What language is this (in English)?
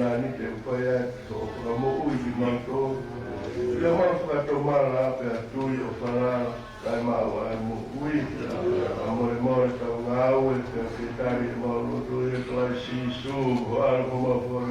Tongan